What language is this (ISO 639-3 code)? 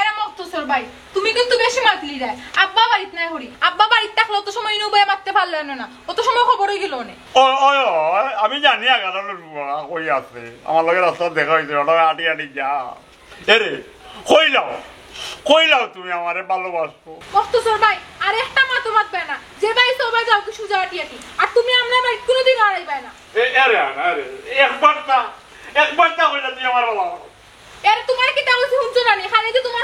syl